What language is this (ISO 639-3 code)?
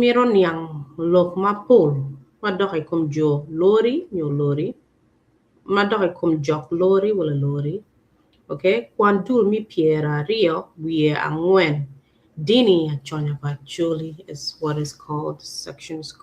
ach